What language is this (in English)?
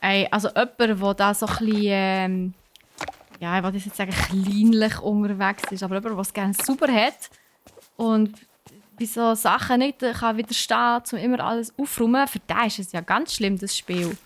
Swiss German